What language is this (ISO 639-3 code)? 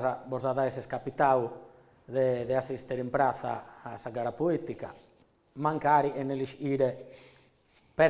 srd